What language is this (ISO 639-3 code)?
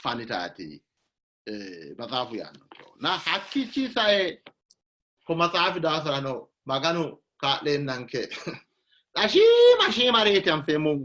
sid